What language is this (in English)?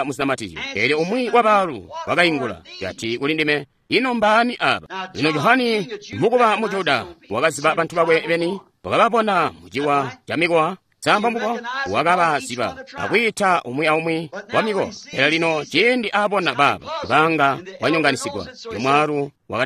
Tonga (Zambia)